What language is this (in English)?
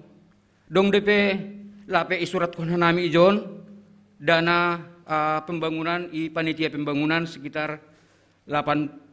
Batak Simalungun